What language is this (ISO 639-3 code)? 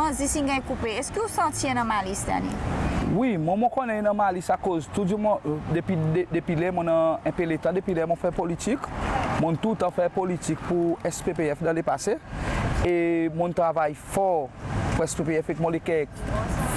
crs